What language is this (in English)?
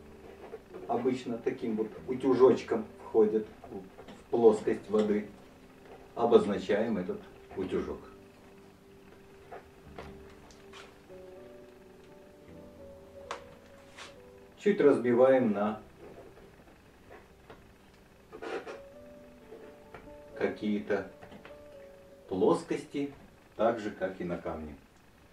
Russian